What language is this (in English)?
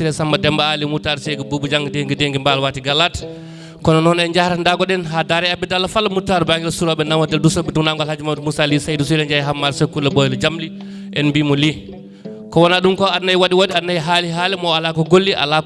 Fula